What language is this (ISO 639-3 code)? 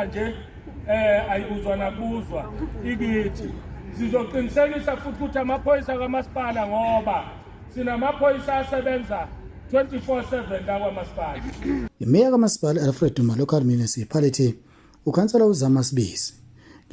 zul